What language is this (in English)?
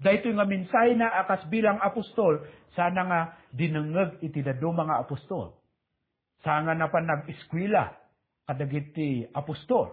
Iloko